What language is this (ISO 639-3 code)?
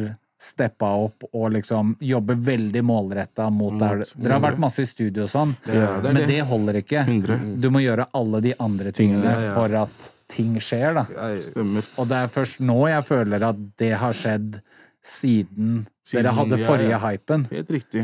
nor